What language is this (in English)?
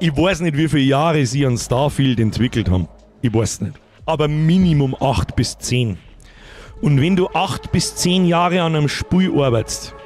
Bavarian